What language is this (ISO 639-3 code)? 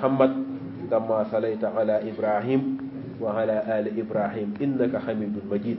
wol